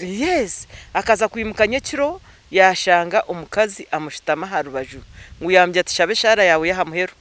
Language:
Nyankole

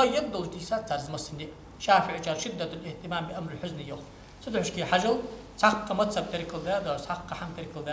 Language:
Ingush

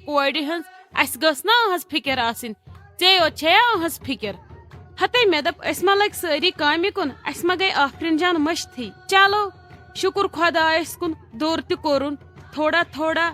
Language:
Kashmiri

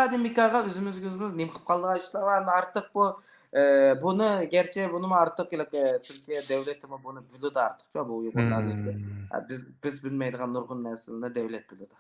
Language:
Uyghur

